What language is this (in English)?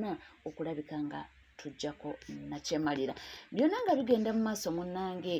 Ganda